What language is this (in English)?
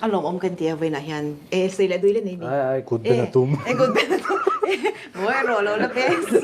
Mizo